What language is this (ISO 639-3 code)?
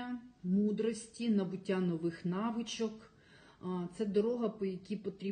ukr